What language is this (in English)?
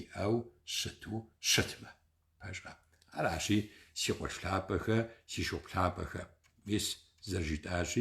Kabardian